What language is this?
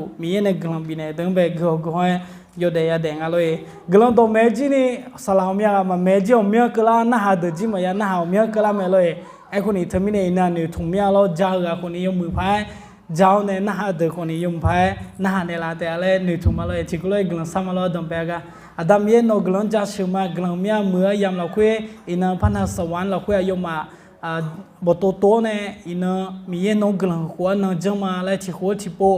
Akha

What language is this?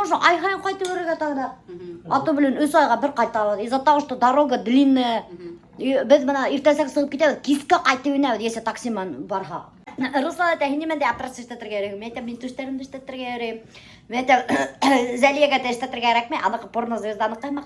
Bashkir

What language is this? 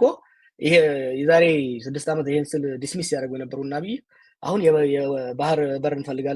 Amharic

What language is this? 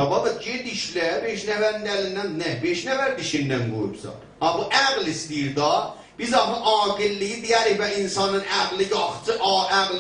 South Azerbaijani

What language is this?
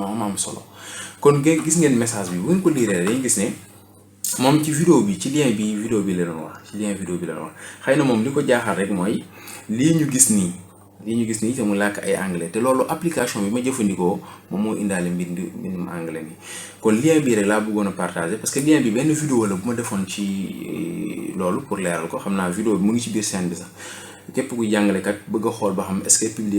Wolof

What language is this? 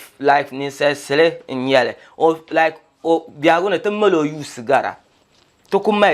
Dagbani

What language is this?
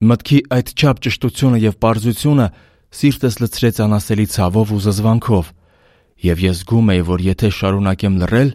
Armenian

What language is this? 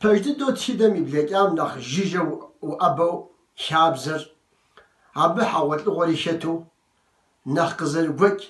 Kabardian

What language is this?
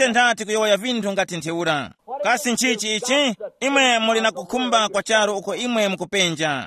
Tumbuka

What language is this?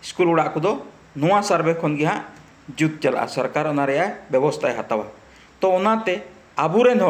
Santali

